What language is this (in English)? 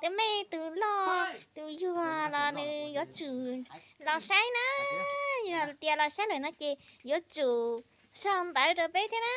Hmong